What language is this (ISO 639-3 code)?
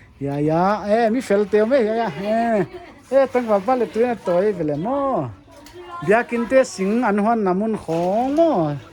pck